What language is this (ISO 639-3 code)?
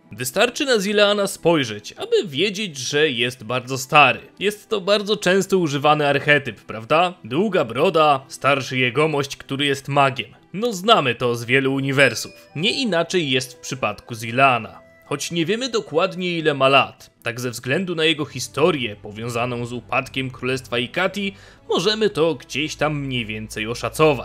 pol